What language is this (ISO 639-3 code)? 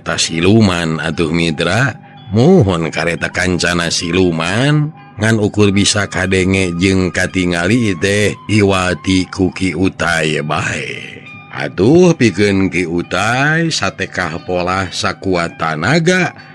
sun